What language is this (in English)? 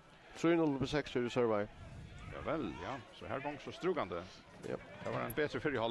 Faroese